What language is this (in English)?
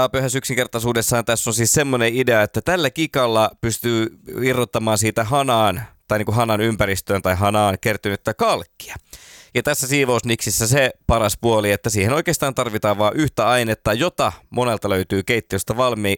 Finnish